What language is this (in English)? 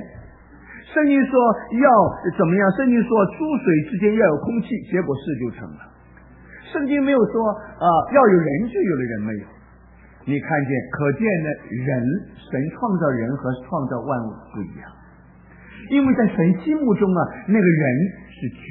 Chinese